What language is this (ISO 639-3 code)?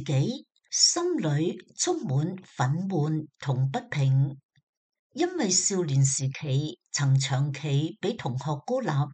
yue